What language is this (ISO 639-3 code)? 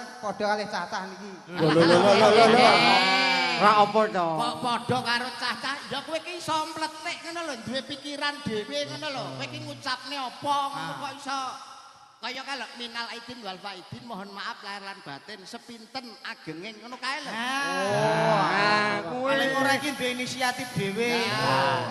jav